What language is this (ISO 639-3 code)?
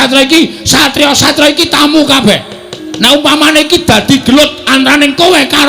jav